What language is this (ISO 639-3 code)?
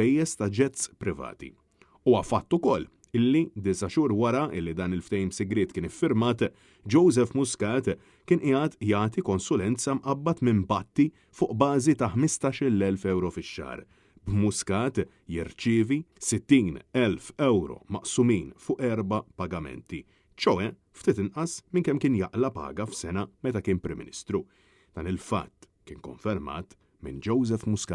mlt